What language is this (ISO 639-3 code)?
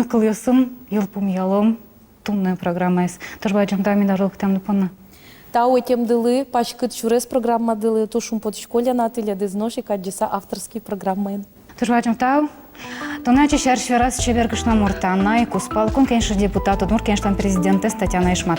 udm